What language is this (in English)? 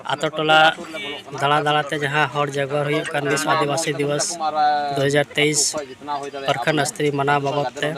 Santali